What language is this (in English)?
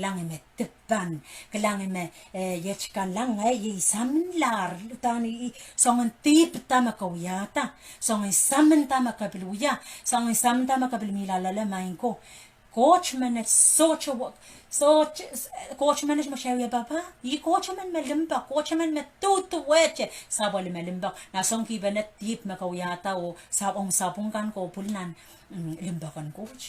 Pohnpeian